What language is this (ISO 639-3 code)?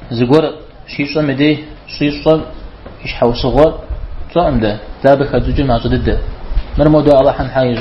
kbd